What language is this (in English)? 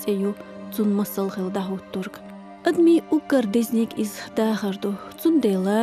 Chechen